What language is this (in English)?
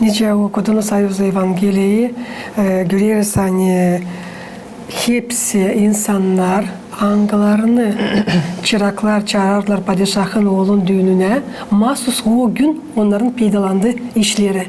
Gagauz